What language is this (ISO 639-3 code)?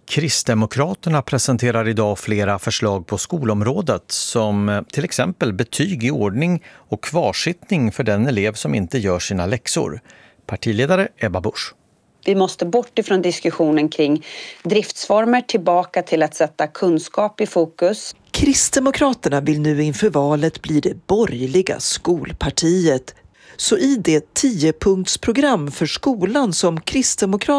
swe